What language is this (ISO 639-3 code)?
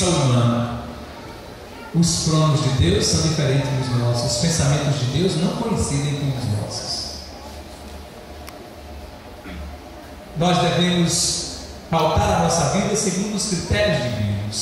por